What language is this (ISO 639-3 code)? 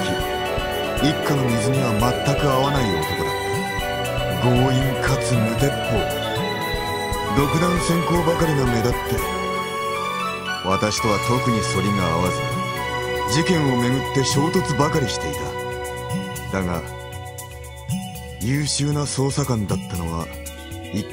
jpn